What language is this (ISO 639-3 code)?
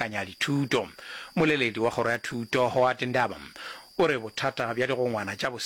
nso